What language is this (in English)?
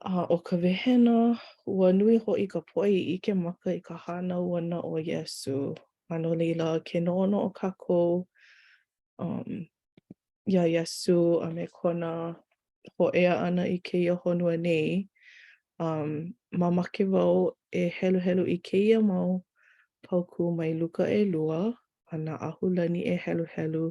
Hawaiian